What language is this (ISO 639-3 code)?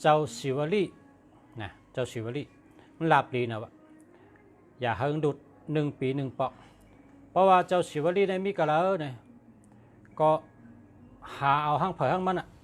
shn